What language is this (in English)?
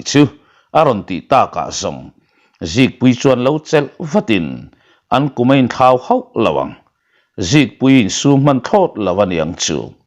Mizo